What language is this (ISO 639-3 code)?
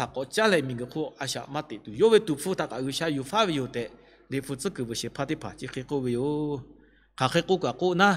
lhu